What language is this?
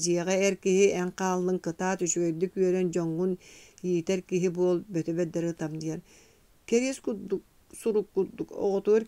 Yakut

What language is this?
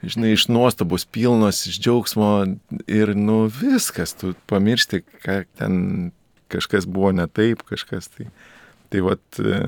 Lithuanian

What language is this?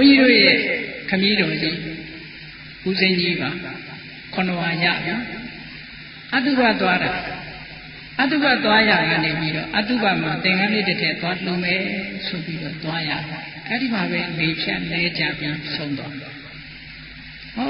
Burmese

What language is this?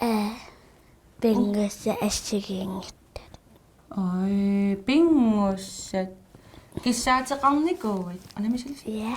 Kalaallisut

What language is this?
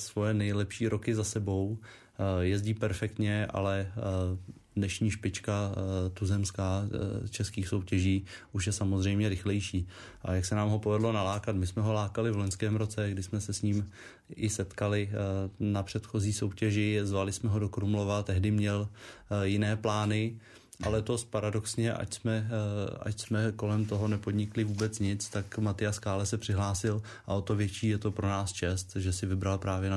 Czech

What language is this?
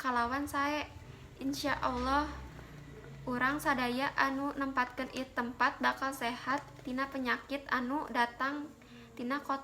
Sundanese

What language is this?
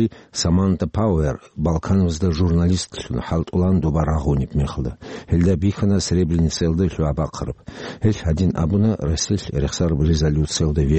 Avaric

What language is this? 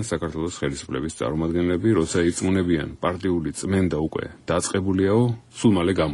Georgian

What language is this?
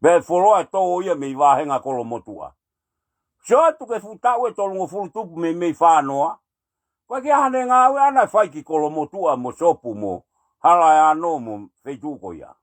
Tongan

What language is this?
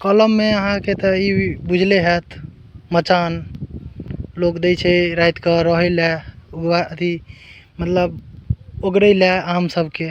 Maithili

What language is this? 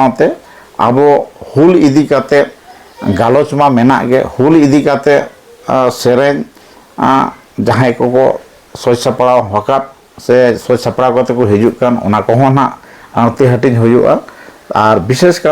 Santali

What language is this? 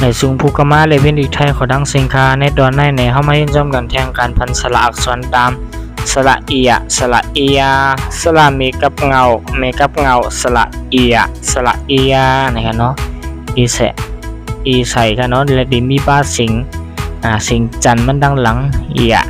Shan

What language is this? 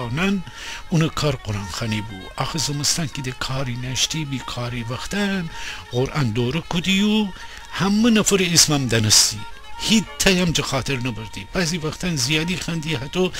Gilaki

